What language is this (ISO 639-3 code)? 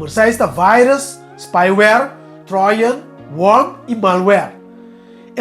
pap